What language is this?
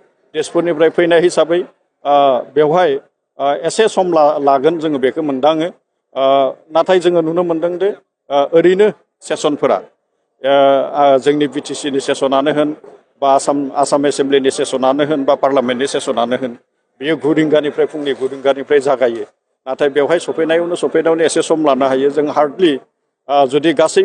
Bodo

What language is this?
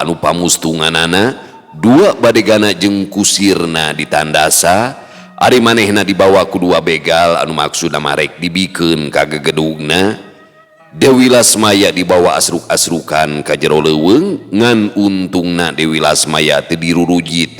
Sundanese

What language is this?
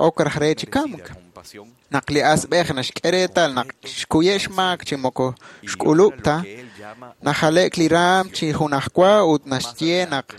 Kekchí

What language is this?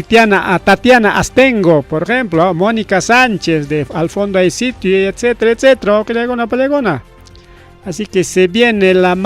Ayacucho Quechua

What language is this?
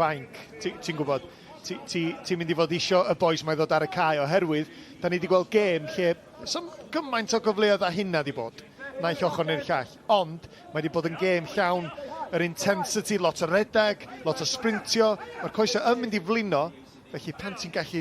Welsh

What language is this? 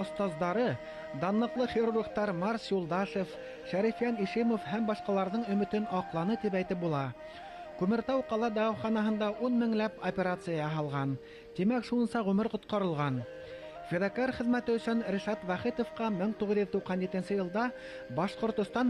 Bashkir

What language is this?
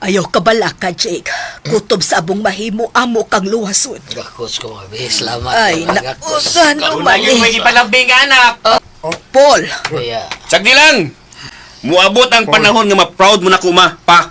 Cebuano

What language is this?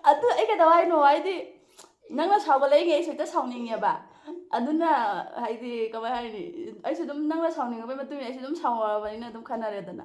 Manipuri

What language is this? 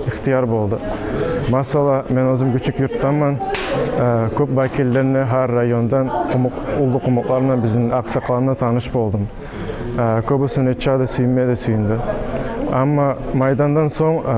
Kumyk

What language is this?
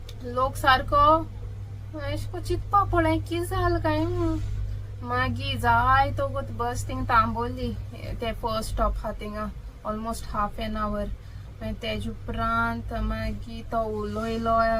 Konkani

